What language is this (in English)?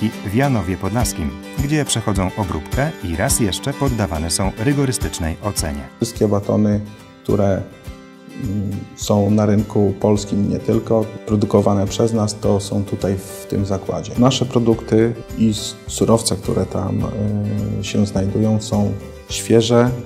Polish